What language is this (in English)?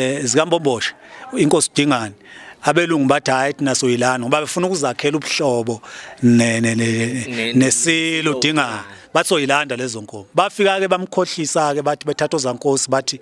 Zulu